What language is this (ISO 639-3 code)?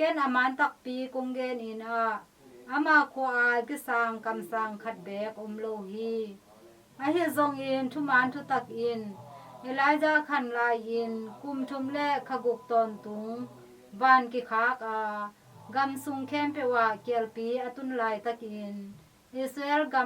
ctd